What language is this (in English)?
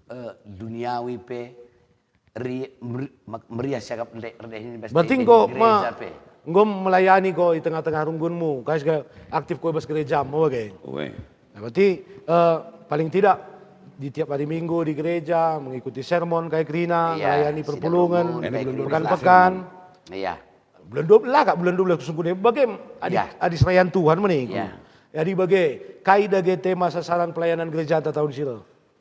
Batak Karo